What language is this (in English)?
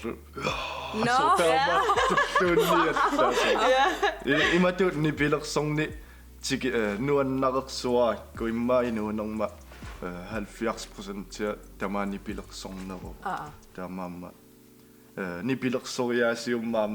Kalaallisut